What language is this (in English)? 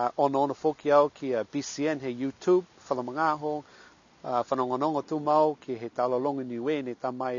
Niuean